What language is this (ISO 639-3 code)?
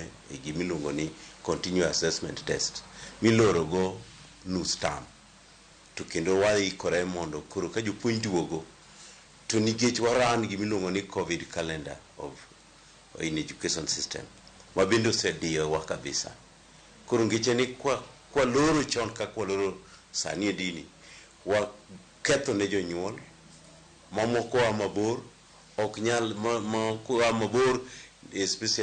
luo